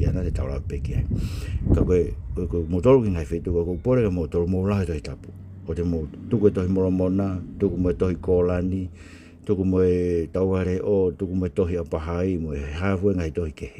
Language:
Tongan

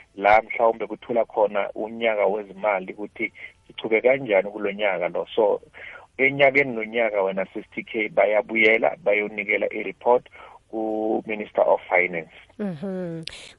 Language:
South Ndebele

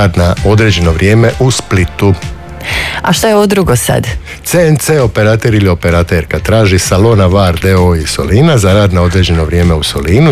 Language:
Croatian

